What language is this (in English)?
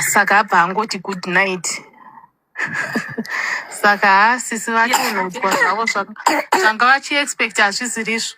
Shona